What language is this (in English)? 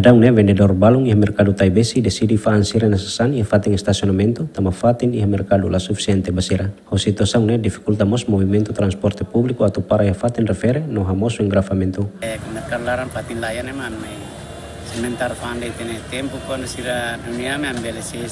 Tetum